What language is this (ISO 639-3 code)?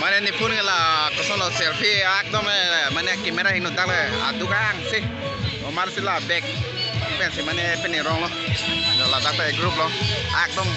mjw